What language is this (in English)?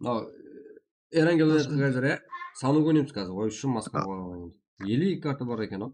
Kara-Kalpak